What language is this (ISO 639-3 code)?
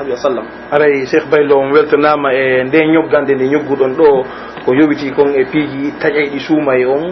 fuf